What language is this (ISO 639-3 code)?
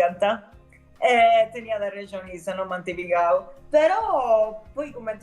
srd